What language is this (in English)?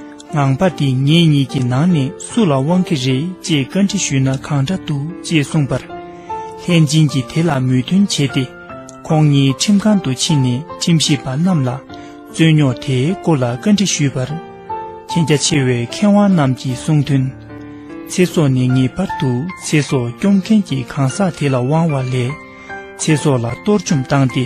Tibetan